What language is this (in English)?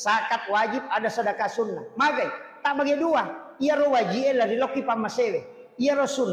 Buginese